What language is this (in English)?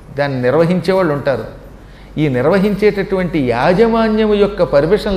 Telugu